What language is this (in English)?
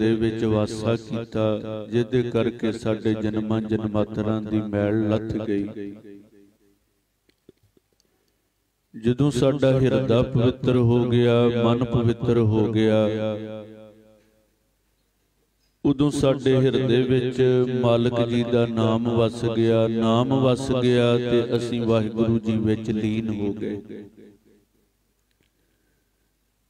Punjabi